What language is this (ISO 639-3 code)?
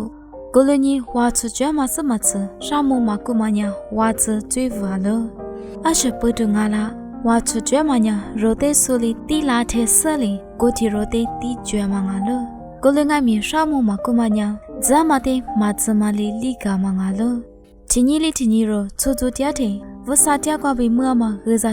lis